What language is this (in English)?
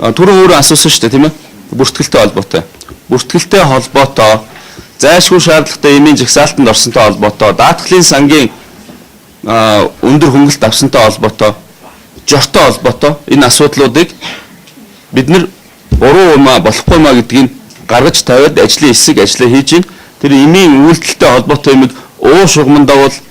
Mongolian